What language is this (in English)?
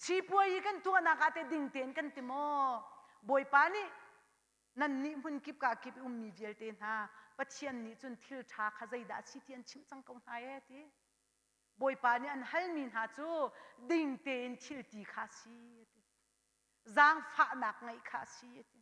Hakha Chin